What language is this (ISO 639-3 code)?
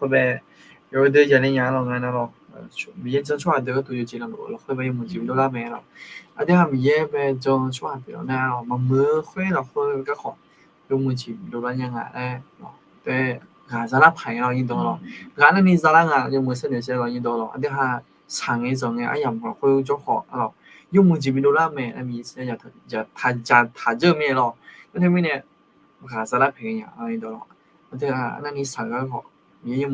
ahk